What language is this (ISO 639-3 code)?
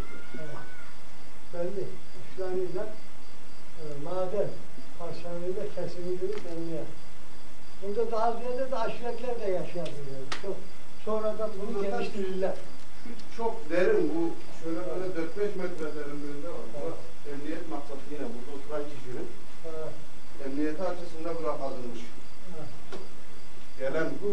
tur